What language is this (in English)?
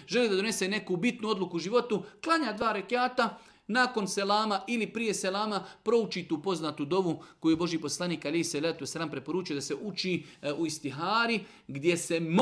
Serbian